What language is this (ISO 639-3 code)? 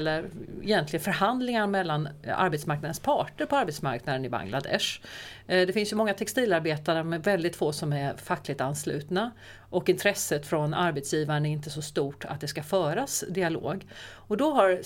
swe